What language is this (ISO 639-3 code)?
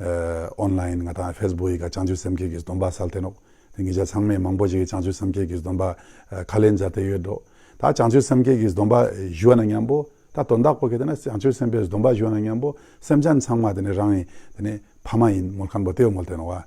lbj